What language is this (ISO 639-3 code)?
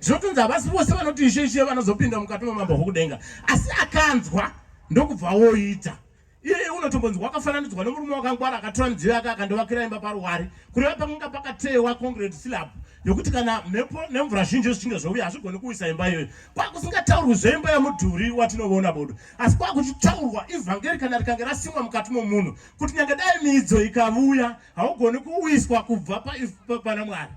sna